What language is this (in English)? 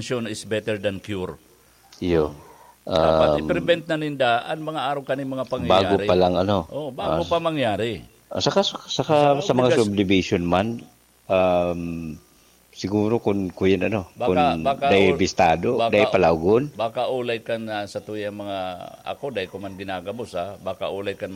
Bikol